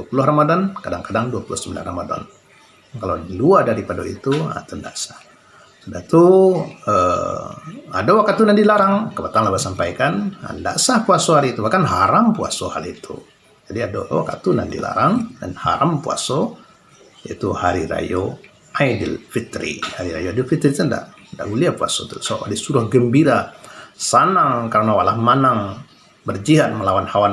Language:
Minangkabau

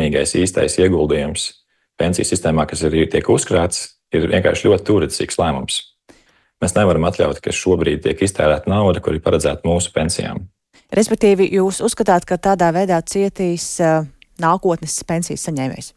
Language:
Latvian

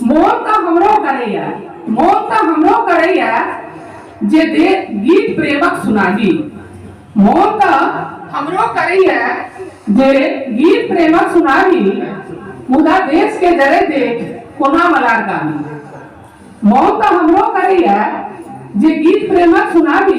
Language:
Maithili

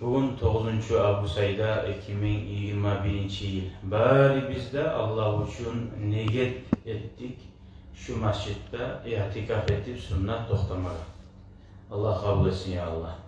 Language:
Kumyk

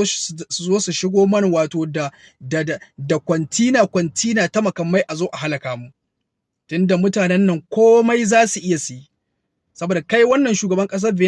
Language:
Hausa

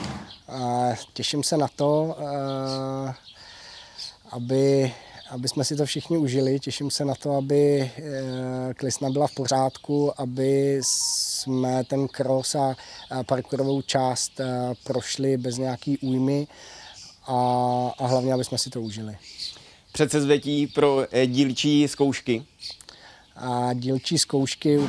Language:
Czech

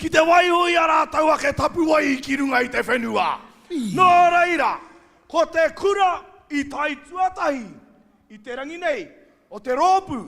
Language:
Māori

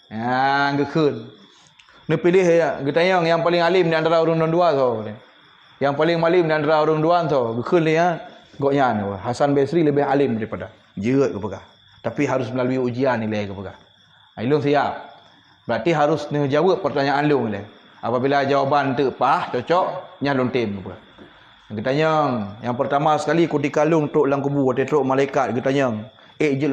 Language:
Achinese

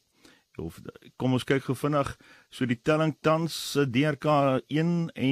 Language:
Afrikaans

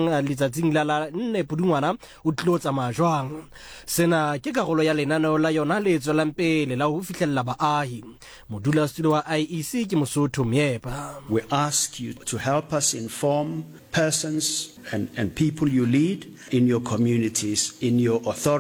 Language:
Southern Sotho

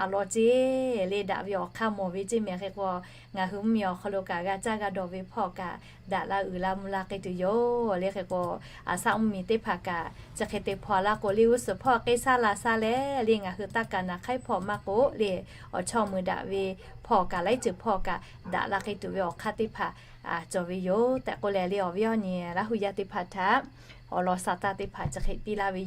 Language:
Lahu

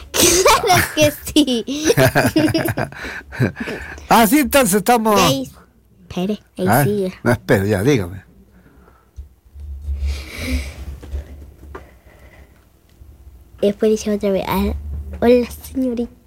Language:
Spanish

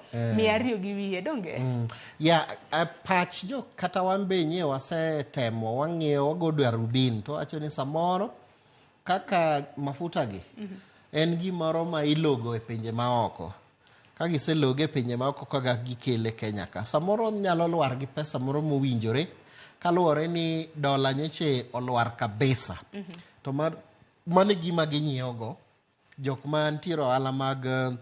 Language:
Luo (Kenya and Tanzania)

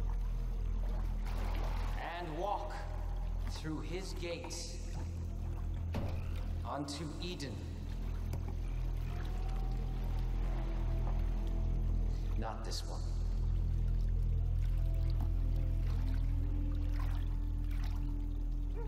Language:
Slovak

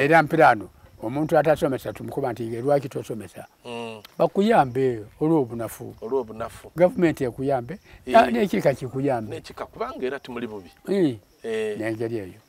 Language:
Soga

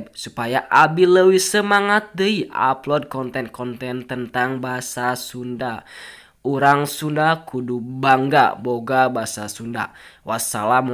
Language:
Sundanese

